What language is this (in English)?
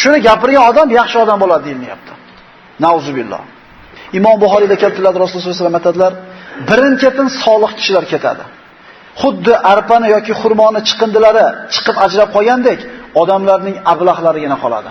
Uzbek